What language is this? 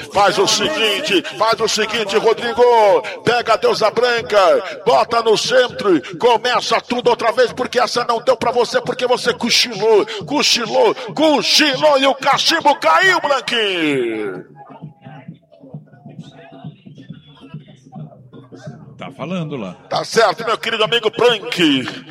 Portuguese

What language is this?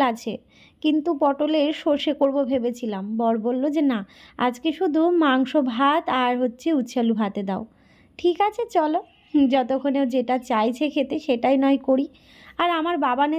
Bangla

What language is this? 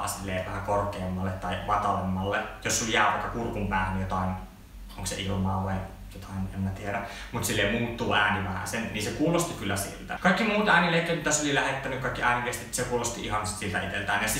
Finnish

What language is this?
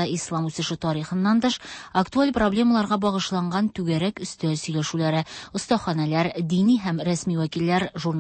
Tatar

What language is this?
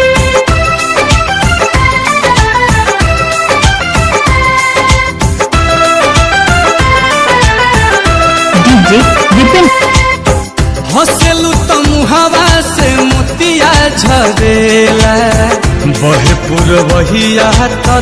Bhojpuri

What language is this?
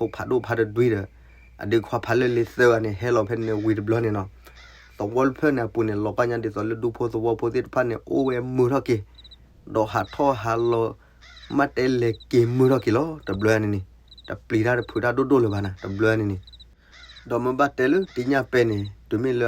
S'gaw Karen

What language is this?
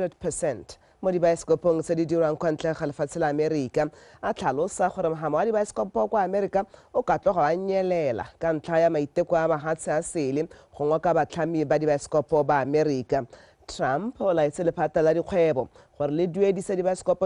Tswana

